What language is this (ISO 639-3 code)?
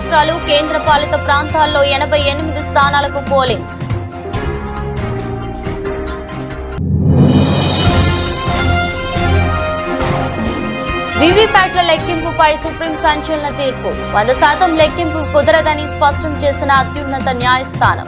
tel